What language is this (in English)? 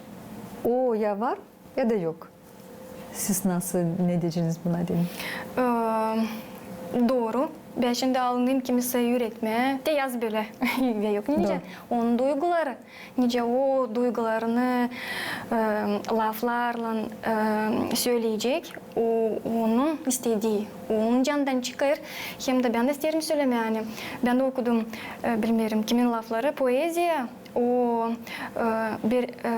Gagauz